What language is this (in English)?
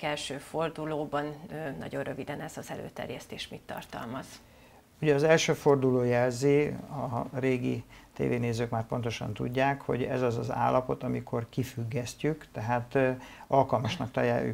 Hungarian